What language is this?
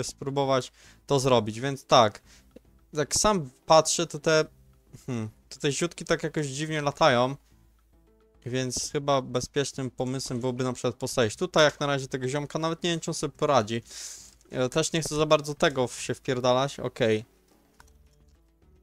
Polish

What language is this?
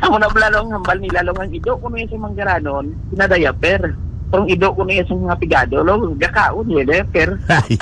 Hiligaynon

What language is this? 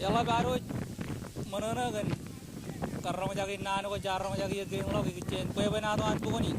Marshallese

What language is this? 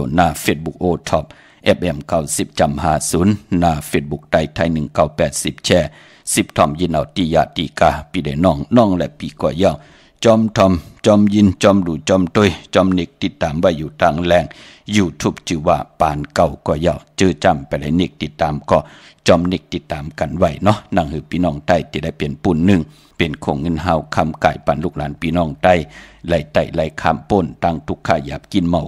Shan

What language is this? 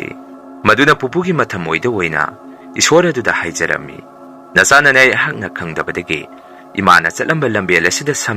Manipuri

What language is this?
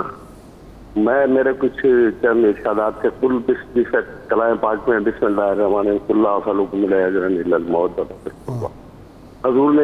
Urdu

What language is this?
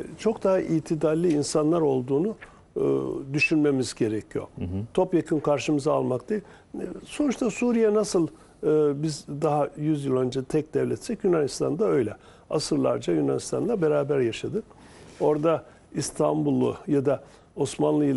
Turkish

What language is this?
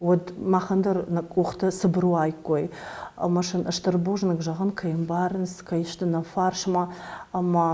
Ossetic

